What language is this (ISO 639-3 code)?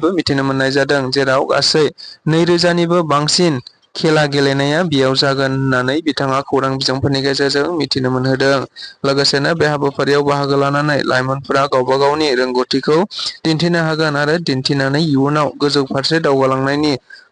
brx